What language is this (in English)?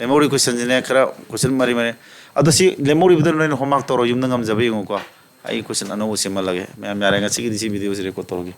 Manipuri